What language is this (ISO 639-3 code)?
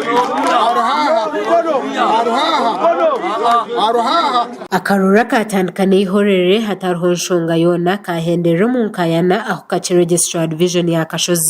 nyn